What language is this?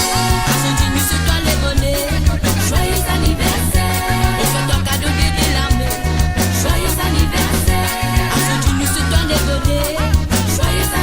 Morisyen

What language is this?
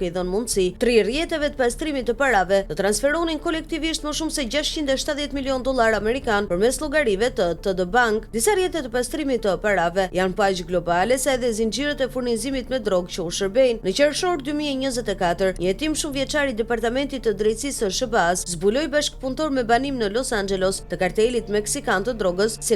Albanian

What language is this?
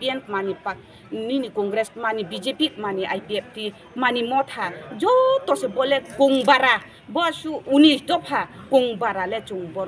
Riang (India)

